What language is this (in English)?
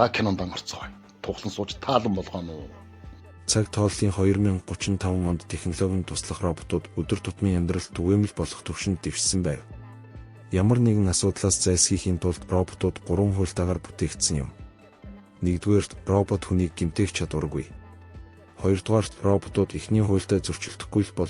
Mongolian